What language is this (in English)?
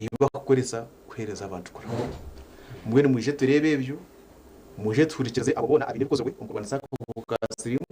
Nyankole